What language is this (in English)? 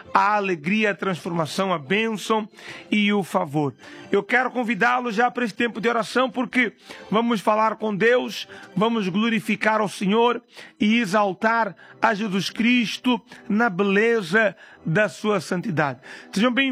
Portuguese